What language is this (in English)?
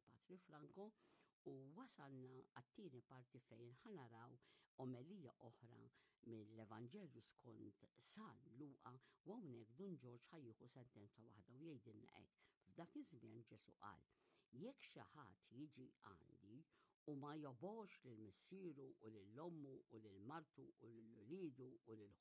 Maltese